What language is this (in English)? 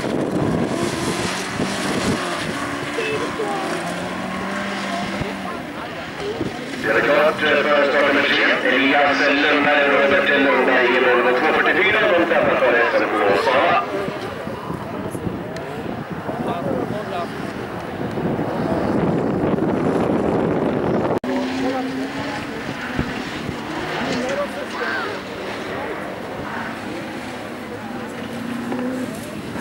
Swedish